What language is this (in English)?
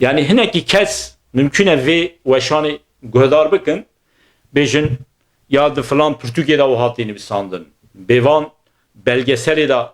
Kurdish